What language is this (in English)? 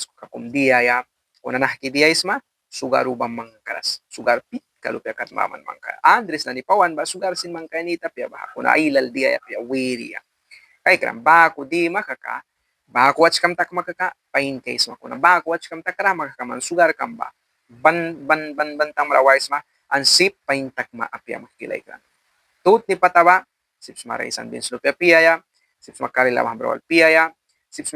Mískito